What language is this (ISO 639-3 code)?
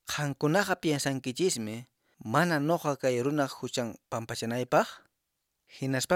que